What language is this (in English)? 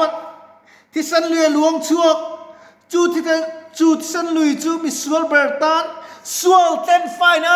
Mizo